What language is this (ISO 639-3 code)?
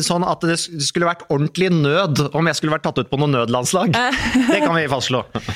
nor